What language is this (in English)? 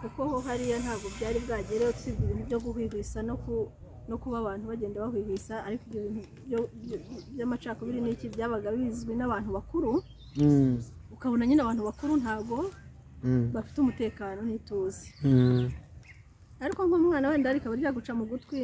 Kinyarwanda